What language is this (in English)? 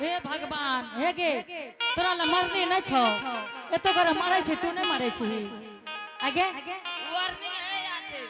Angika